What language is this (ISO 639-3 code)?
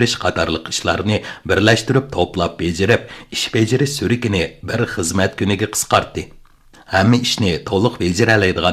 uig